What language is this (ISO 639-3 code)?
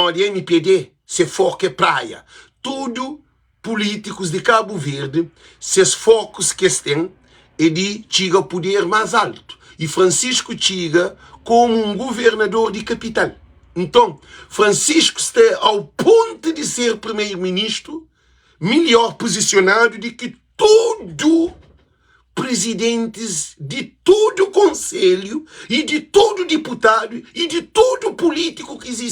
kea